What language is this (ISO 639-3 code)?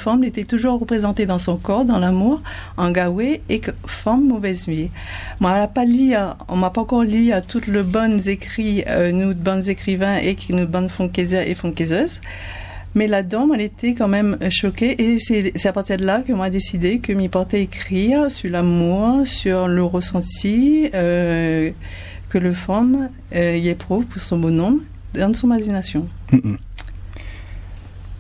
fra